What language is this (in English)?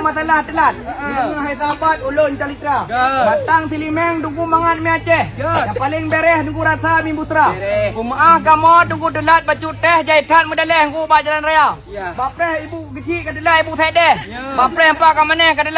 Achinese